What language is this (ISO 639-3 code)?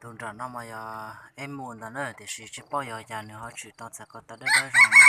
hmn